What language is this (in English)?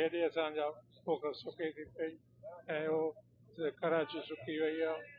Sindhi